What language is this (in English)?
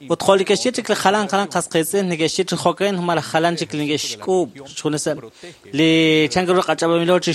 Kekchí